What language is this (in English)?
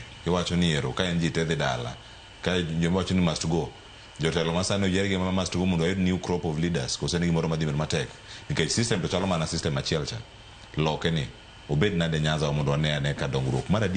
Luo (Kenya and Tanzania)